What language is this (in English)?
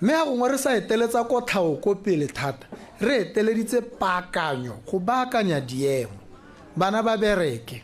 Tswana